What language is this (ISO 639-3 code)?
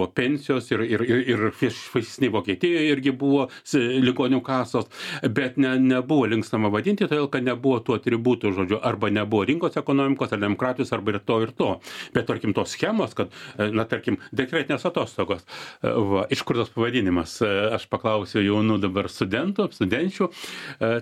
lit